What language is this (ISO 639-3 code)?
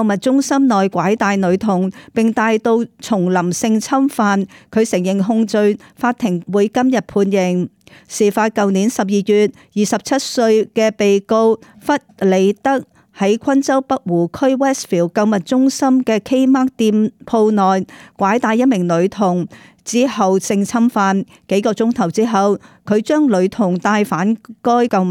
yue